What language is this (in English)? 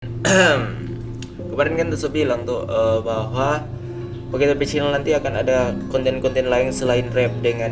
Manado Malay